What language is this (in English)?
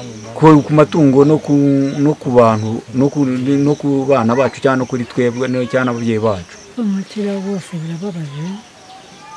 Kinyarwanda